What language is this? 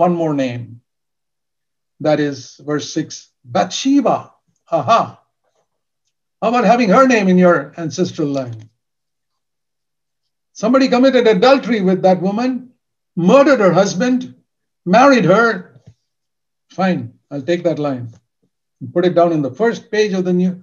English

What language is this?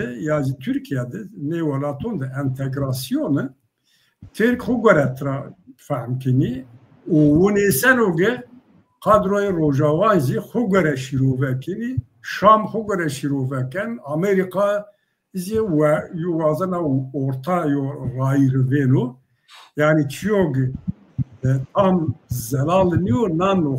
Zaza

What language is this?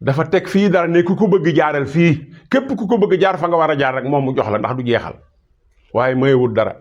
Wolof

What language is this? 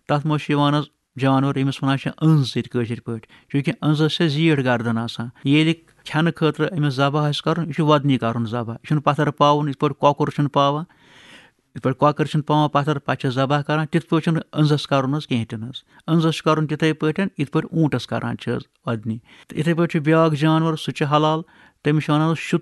Kashmiri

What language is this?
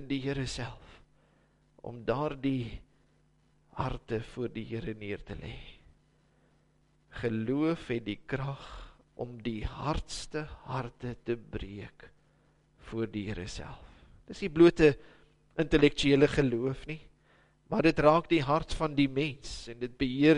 Afrikaans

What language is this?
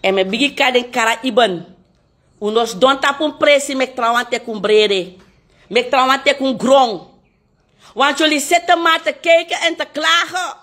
Sranan Tongo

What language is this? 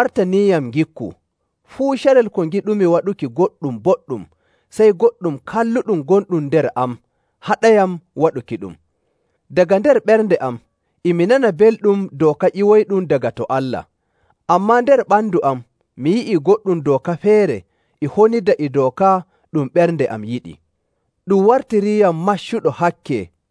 Nigerian Fulfulde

